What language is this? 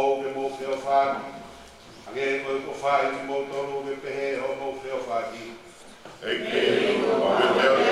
Tongan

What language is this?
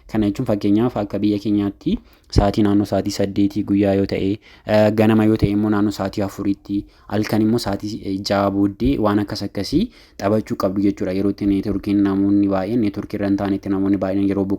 Oromo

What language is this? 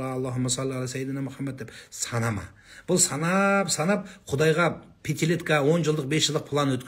Kazakh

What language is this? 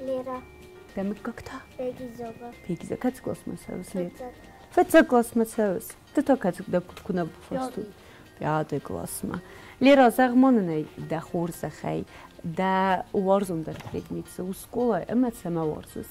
Ossetic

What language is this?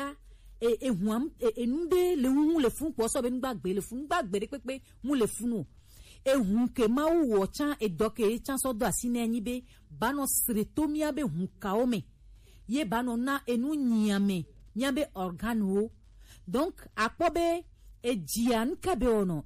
Gen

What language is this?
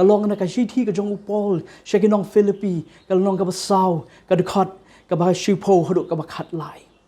Khasi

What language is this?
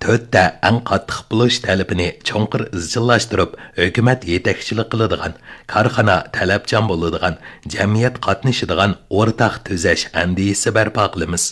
Uyghur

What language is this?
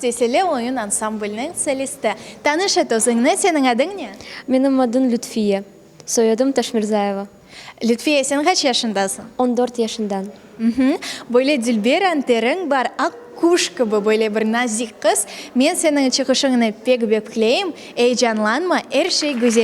Crimean Tatar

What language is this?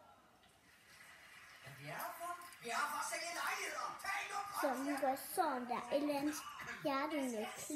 Danish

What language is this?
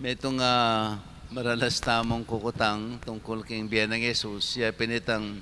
Pampanga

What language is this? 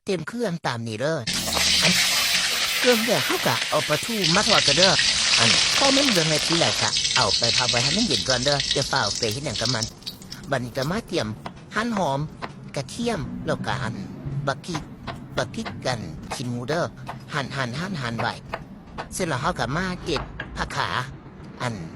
Northeastern Thai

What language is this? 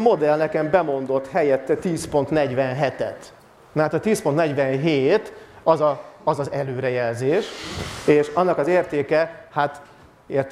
Hungarian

